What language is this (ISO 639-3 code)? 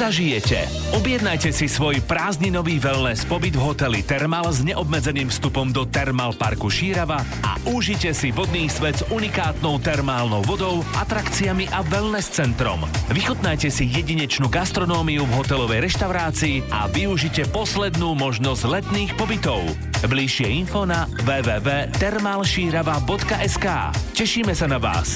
slk